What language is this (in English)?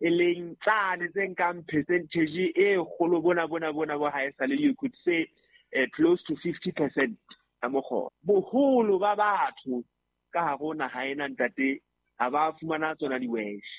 Southern Sotho